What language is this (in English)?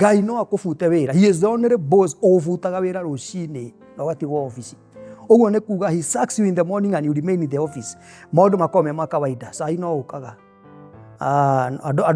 Kikuyu